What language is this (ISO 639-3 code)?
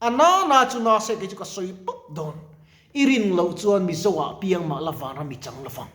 lus